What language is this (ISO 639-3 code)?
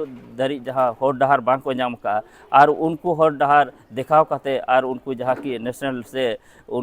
sat